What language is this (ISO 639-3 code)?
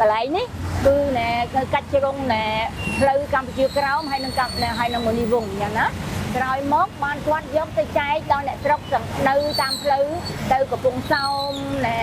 khm